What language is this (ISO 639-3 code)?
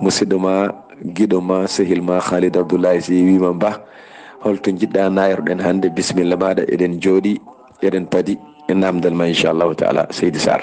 ful